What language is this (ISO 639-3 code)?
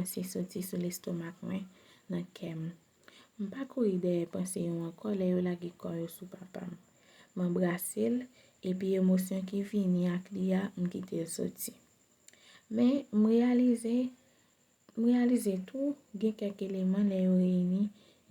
hat